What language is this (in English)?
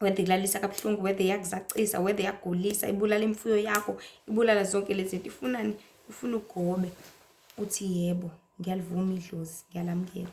Zulu